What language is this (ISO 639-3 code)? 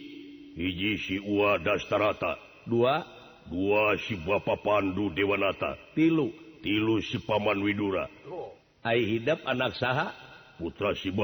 sun